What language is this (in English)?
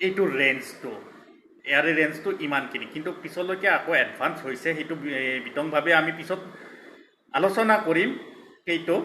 Assamese